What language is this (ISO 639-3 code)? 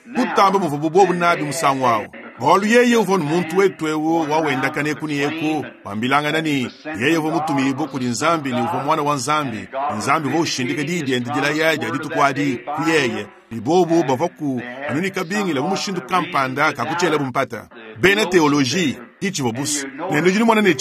lua